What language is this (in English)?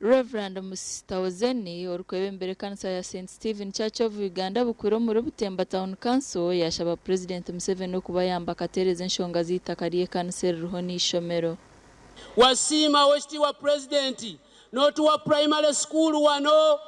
Nyankole